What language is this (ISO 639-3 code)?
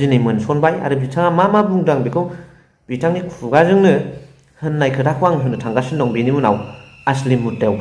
brx